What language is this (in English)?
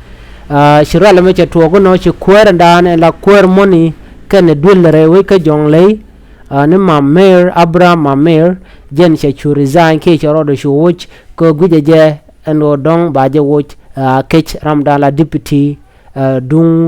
Nuer